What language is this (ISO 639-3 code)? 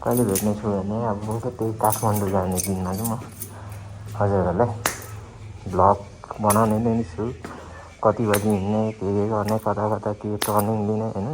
nep